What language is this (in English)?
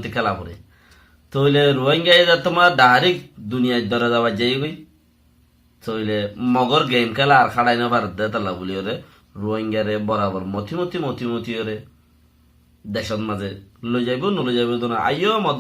Rohingya